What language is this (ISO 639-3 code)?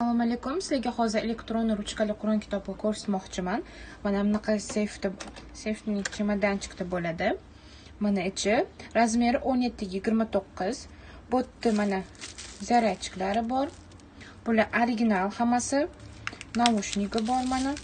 uzb